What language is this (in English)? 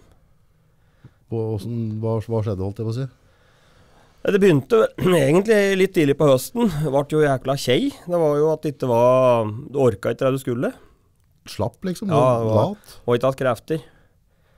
Norwegian